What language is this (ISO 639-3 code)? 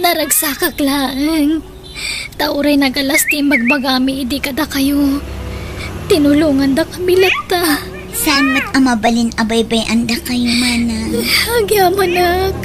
ilo